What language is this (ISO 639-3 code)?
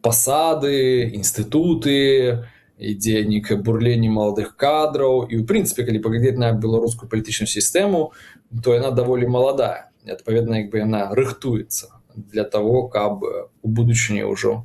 bel